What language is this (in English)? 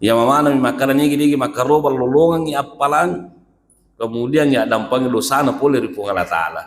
Buginese